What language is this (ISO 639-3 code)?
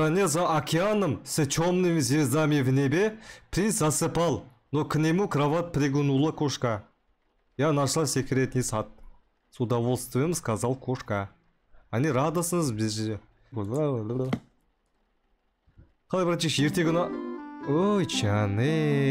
kaz